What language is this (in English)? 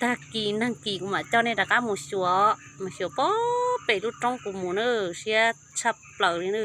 Hmong